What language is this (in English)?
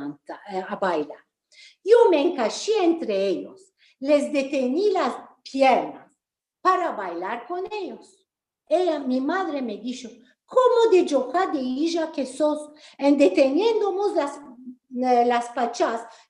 Ladino